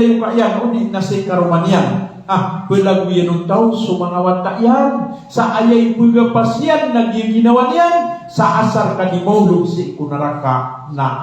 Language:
Maranao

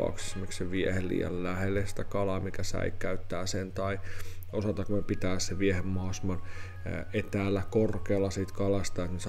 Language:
Finnish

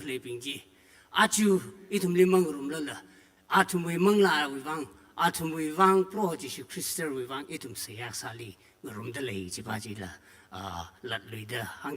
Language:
Tangkhul Naga (India)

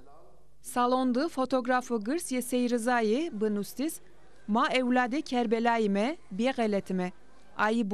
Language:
Zaza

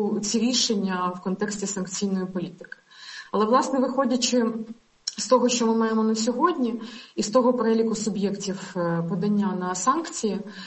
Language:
Ukrainian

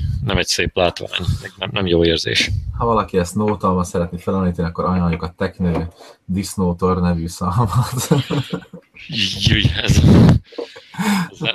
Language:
Hungarian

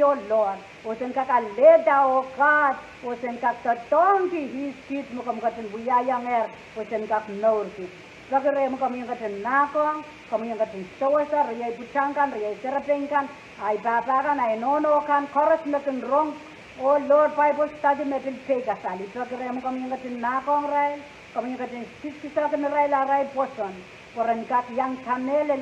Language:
Pohnpeian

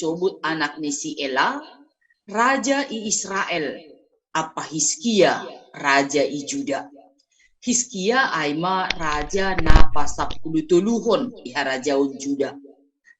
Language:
Batak Simalungun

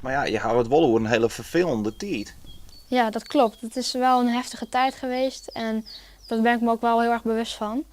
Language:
Western Frisian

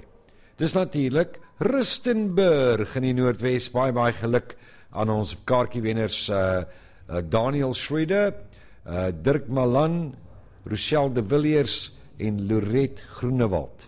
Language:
Afrikaans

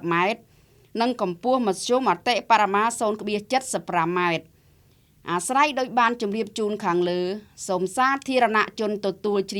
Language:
Khmer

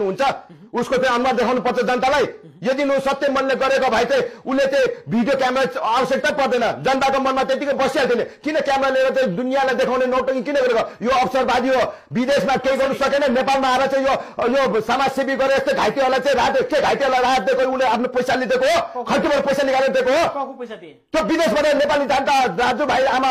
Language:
Nepali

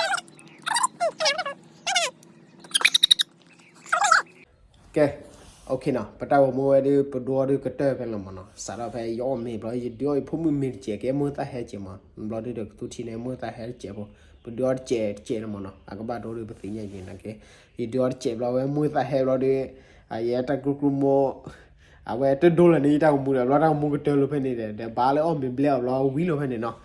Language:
S'gaw Karen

